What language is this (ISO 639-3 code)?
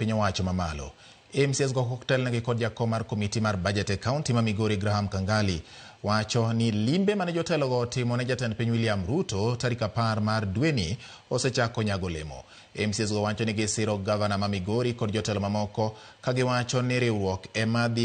luo